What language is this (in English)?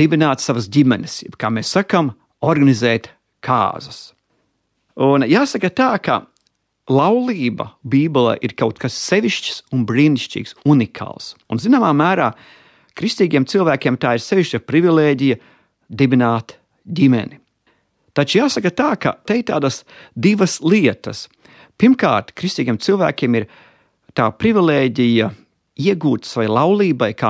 Latvian